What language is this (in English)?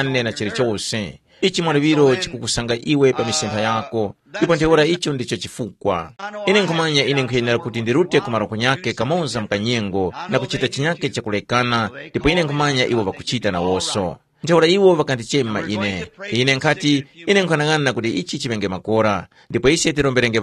Tumbuka